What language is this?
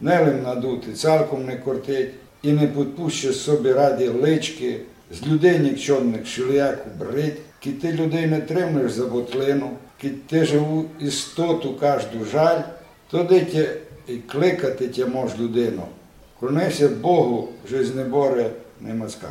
Rusyn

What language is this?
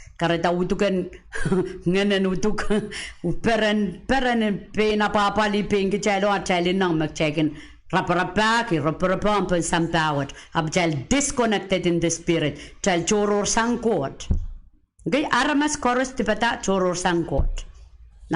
Pohnpeian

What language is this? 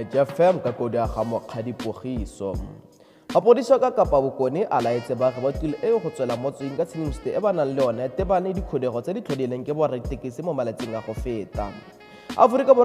Tswana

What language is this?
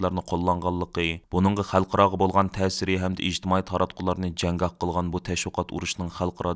Uyghur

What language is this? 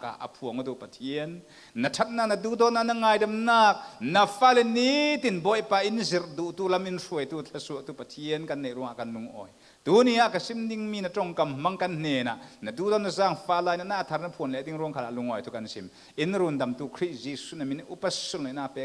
Falam Chin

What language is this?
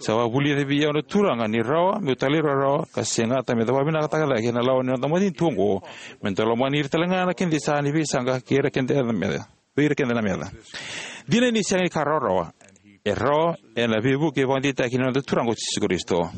Fijian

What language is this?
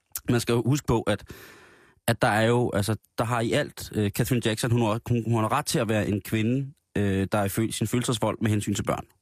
Danish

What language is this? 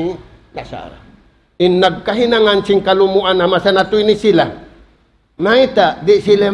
Tausug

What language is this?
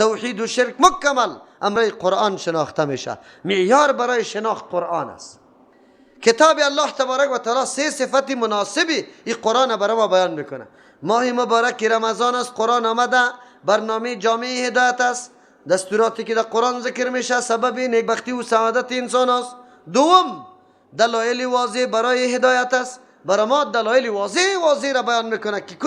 Persian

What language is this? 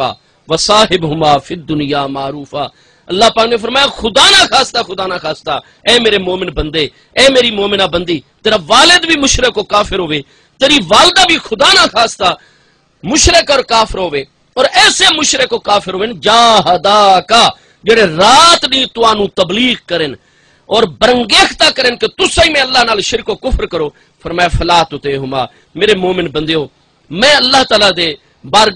Saraiki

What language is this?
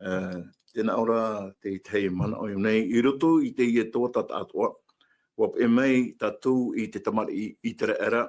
Tahitian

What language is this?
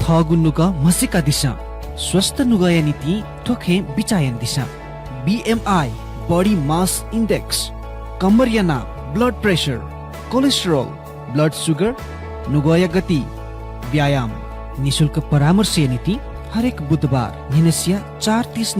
Newari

